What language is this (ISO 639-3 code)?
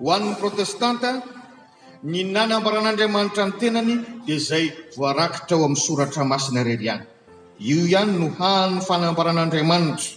mlg